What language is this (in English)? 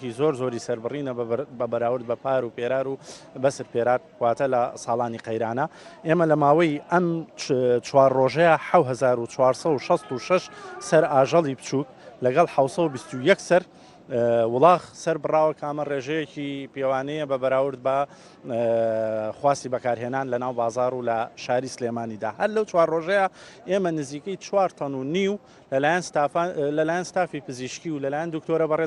Central Kurdish